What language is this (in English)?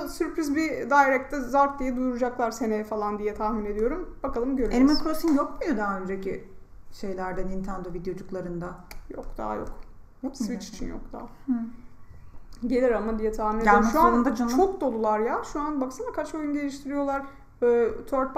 Turkish